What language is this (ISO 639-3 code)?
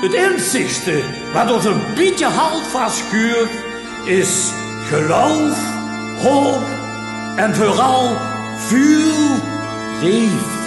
lim